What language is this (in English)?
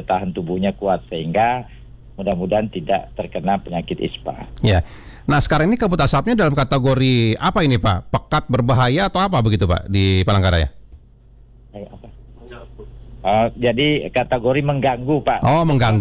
Indonesian